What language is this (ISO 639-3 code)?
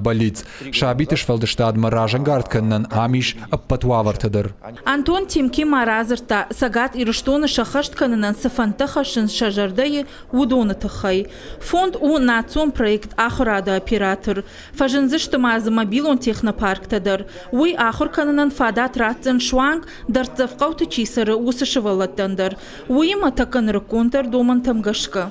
oss